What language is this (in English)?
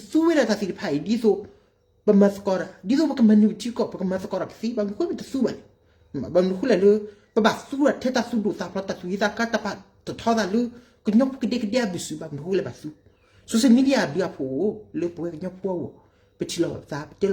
S'gaw Karen